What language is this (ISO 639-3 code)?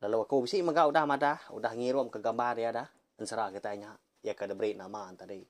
iba